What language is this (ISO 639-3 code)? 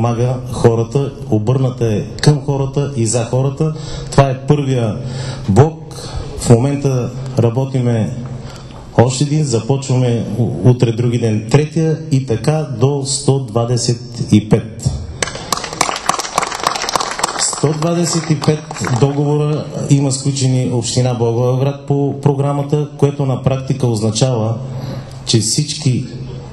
bul